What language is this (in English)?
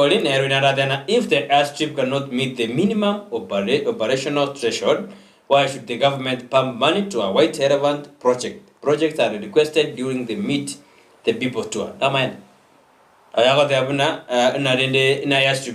Gusii